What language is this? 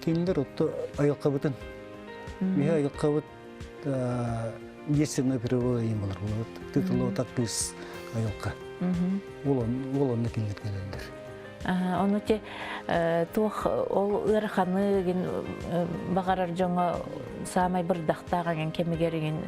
Yakut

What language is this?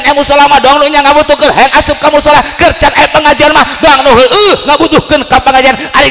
Sundanese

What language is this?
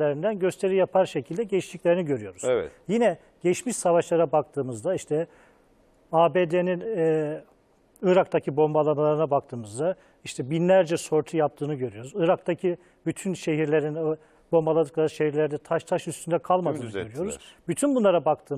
Turkish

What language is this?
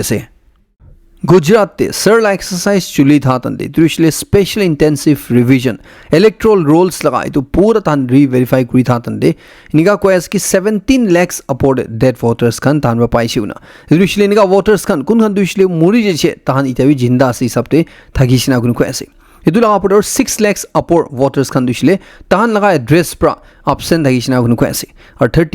Naga Pidgin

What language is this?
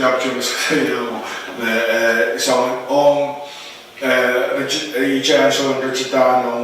Pohnpeian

